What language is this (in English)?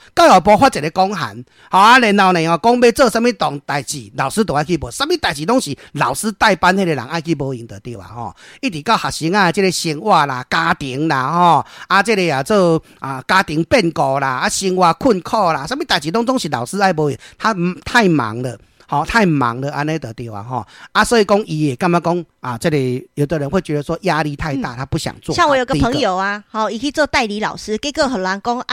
Min Nan Chinese